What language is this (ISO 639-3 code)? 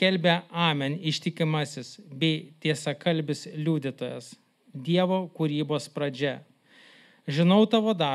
lit